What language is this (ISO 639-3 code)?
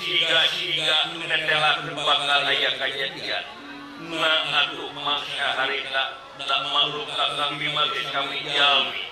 sun